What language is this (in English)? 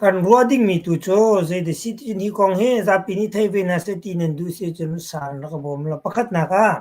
Hakha Chin